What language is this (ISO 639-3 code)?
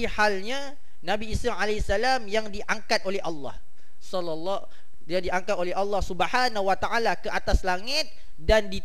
msa